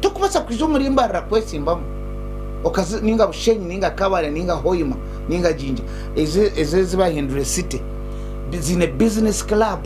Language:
Nyankole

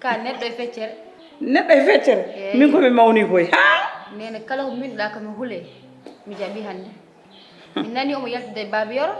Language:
Fula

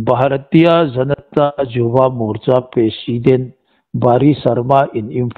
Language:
Hmar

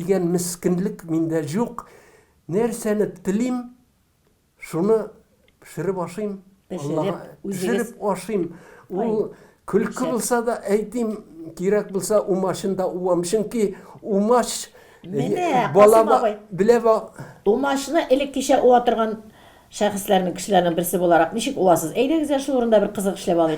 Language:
Tatar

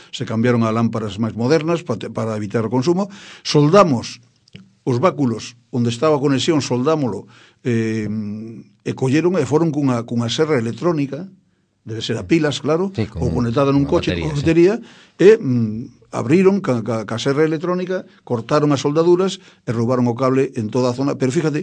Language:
Galician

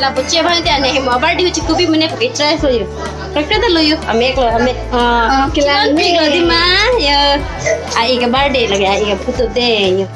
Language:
Karbi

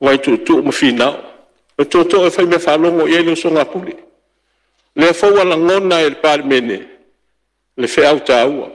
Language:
Samoan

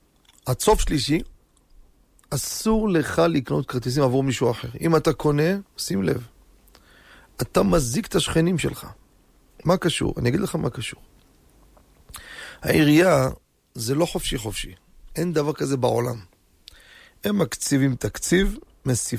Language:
Hebrew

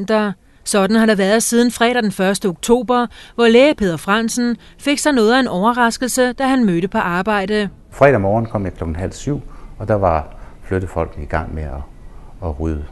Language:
Danish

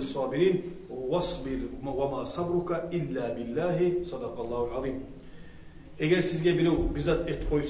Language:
Kumyk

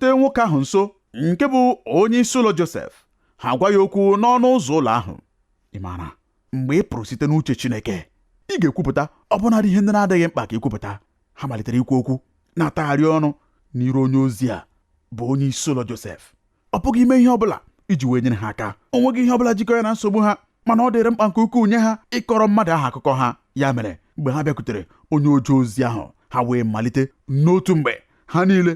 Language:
Igbo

